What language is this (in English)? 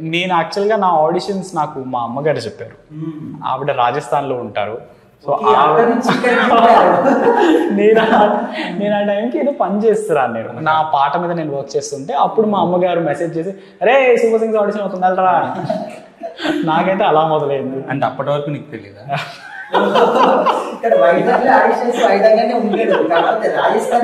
Telugu